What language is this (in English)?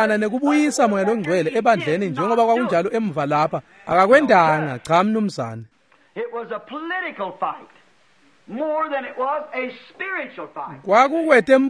Swati